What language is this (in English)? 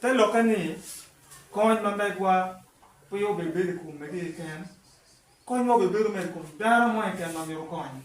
Acoli